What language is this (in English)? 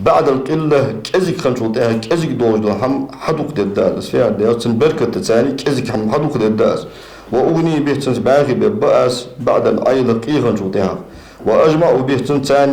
Ingush